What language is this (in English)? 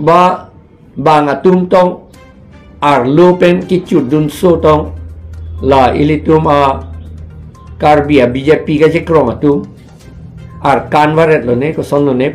Karbi